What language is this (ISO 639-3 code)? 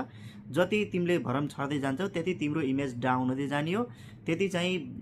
nep